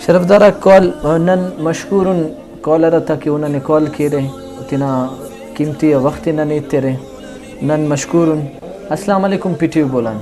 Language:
Brahui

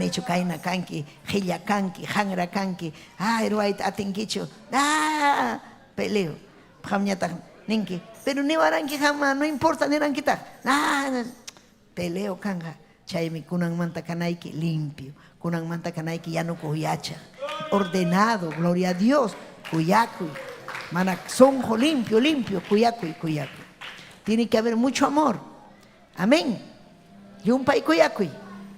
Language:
Ayacucho Quechua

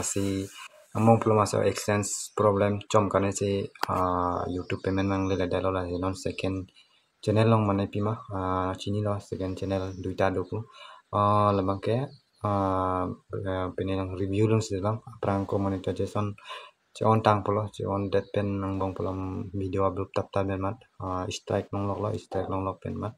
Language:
Karbi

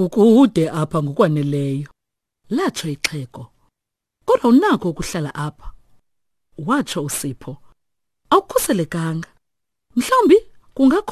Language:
Xhosa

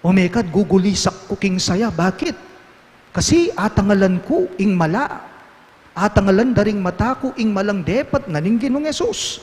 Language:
Pampanga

